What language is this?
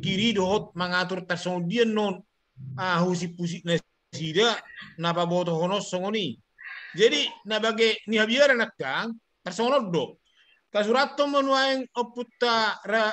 Batak Toba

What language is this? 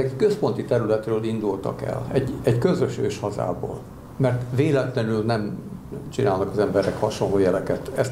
Hungarian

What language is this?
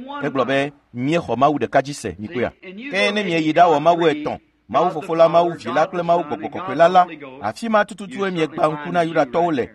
Ewe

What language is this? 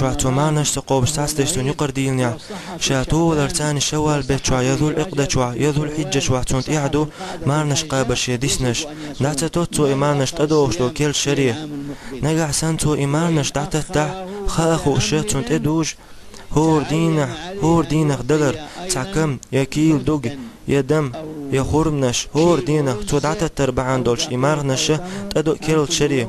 Chechen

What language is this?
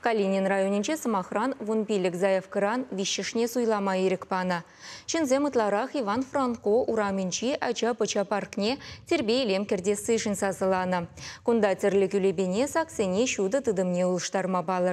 Chuvash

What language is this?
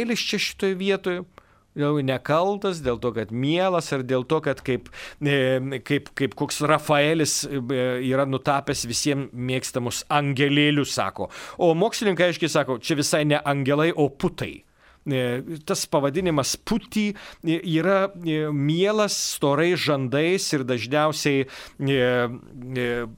Lithuanian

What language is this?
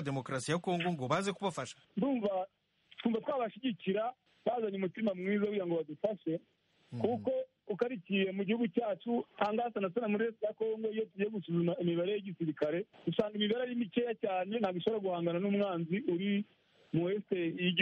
Kinyarwanda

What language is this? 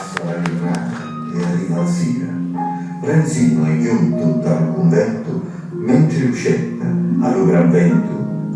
Sicilian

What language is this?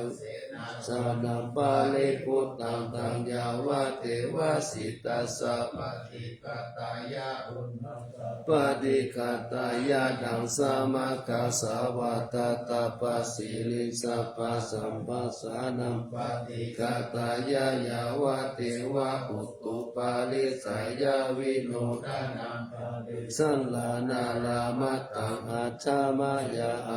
Pali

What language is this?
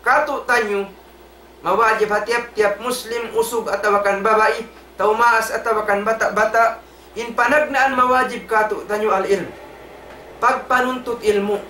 Tausug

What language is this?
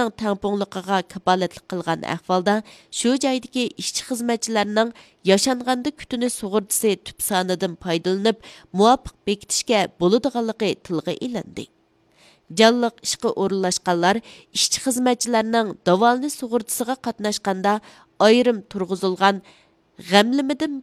Uyghur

